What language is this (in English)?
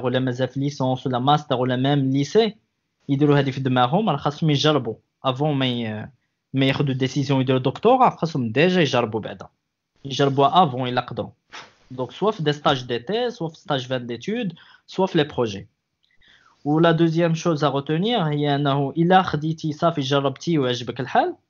Moroccan Arabic